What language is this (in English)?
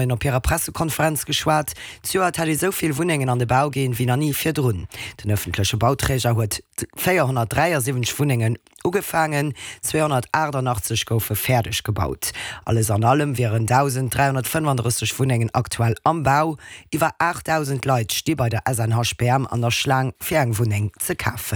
Luxembourgish